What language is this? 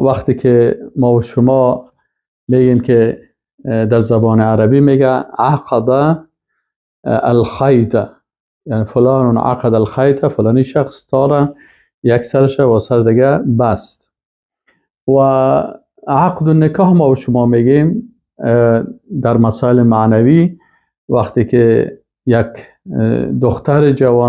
Persian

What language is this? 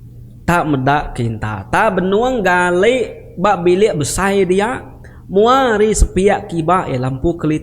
Iban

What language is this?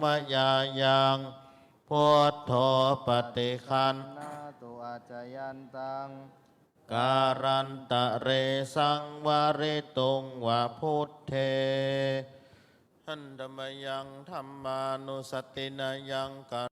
Pali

